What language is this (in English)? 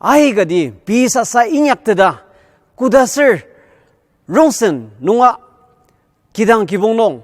Ao Naga